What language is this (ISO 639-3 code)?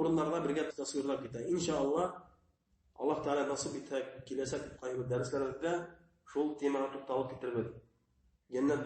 bak